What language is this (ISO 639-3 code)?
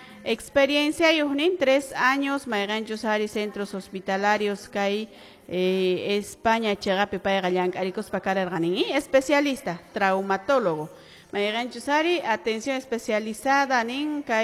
que